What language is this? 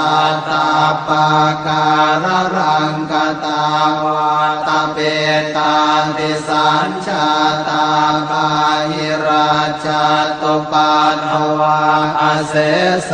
Pali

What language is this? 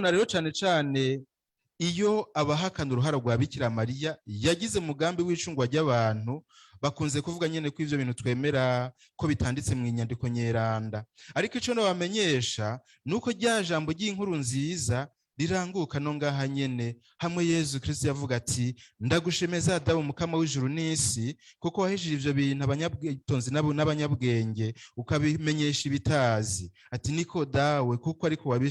Rundi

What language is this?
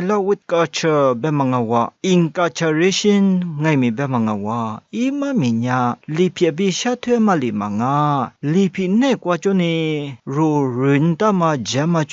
Lisu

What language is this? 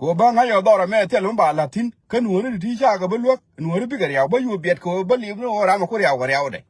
Nuer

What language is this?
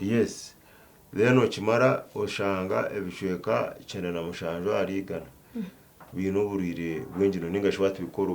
Nyankole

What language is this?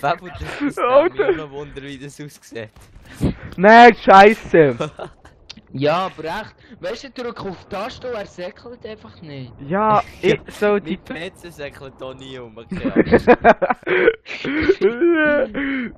Swiss German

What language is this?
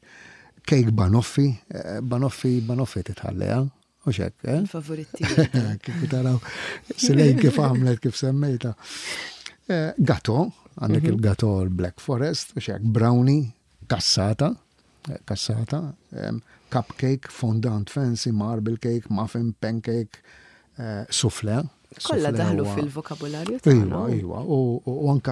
Maltese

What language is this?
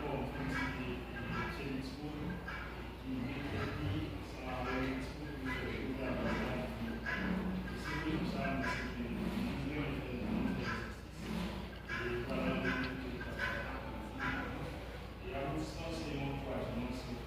Haitian Creole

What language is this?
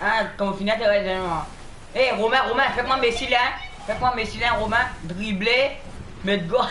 Morisyen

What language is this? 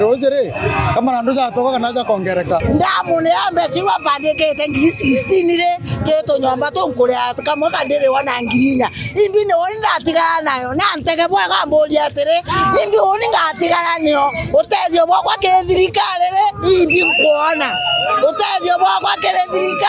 Meru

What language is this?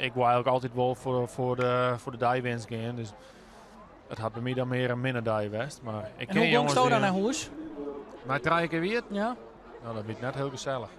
Western Frisian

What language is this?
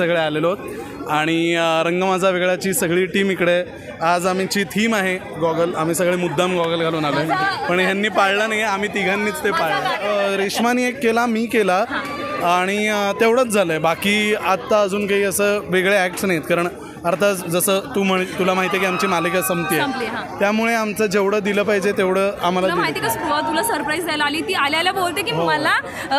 Marathi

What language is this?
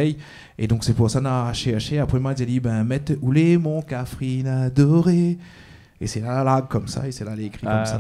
Réunion Creole French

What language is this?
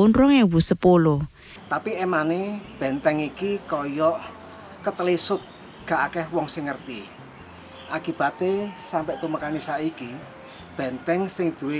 Javanese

